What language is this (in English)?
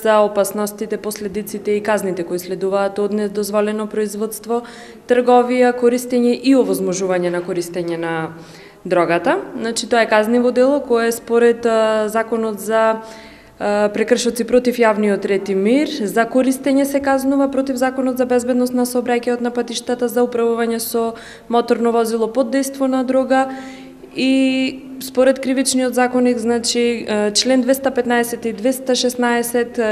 Macedonian